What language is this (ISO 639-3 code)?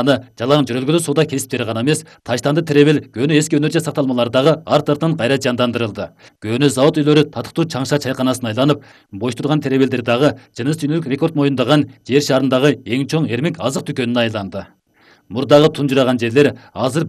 kir